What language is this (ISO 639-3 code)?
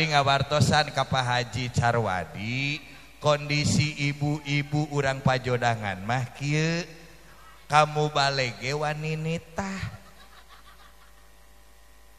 sun